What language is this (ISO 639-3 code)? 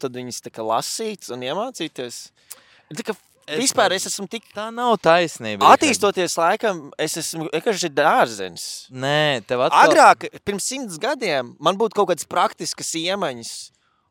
lav